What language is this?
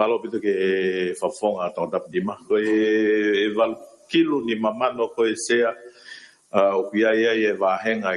Tongan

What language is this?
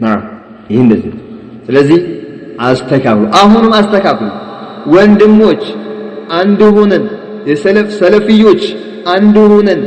Amharic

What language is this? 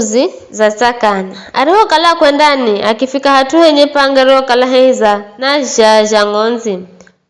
Giryama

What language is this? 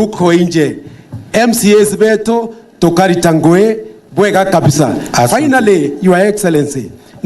Meru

